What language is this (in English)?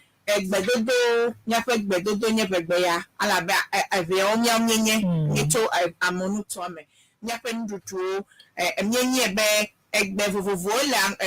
Ewe